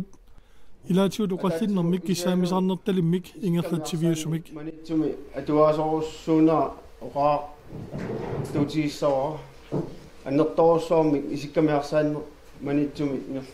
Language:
Kalaallisut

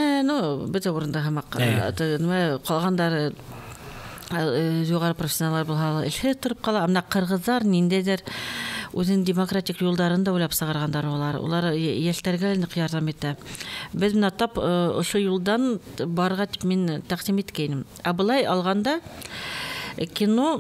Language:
Bashkir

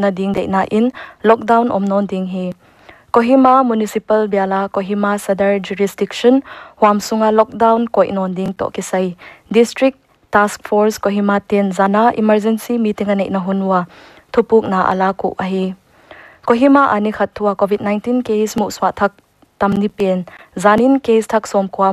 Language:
Paite Chin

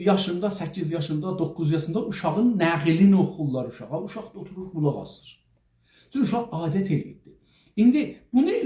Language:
South Azerbaijani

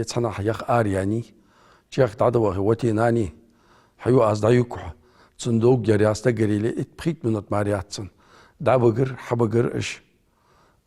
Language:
Ingush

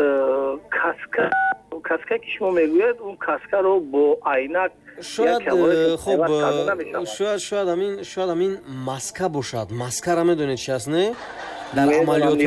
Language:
Tajik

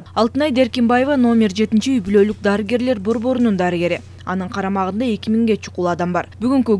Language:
Kyrgyz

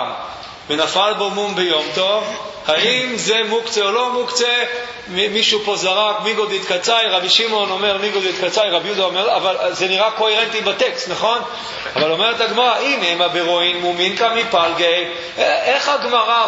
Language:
Hebrew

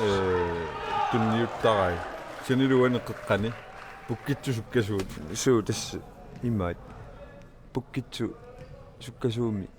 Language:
Kalaallisut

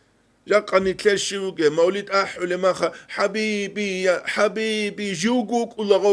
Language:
Avaric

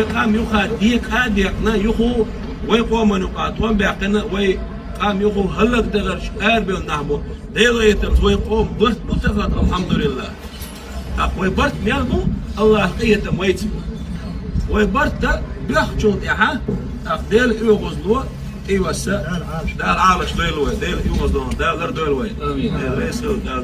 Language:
Chechen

